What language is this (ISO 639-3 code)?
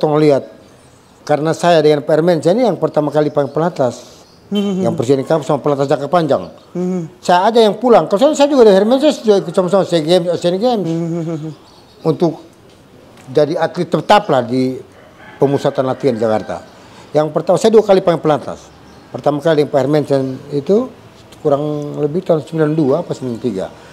ind